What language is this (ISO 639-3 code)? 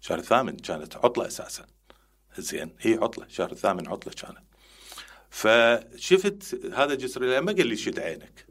acm